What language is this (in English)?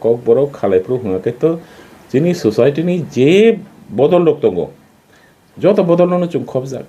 Kok Borok